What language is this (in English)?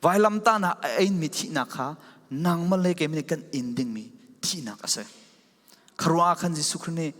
Falam Chin